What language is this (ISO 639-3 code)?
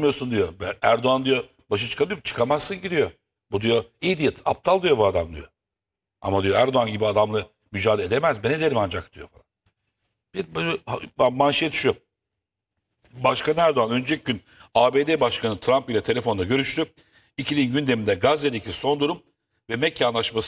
tur